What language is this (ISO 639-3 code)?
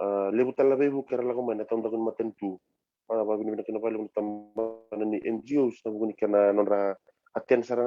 fij